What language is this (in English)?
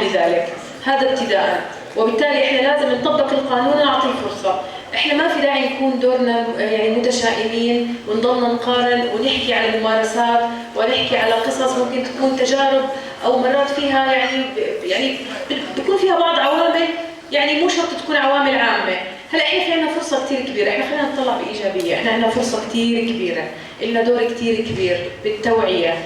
North Levantine Arabic